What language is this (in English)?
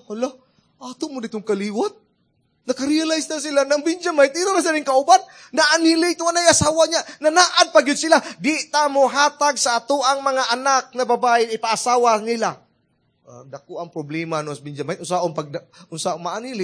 Cebuano